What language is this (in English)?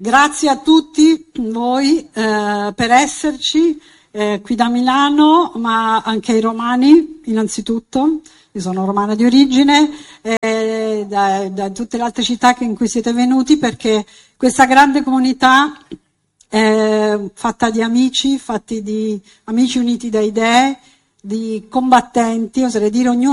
Italian